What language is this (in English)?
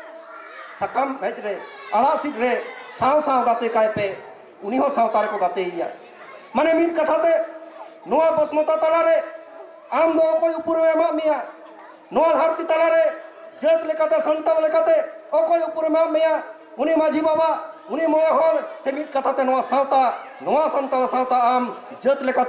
Santali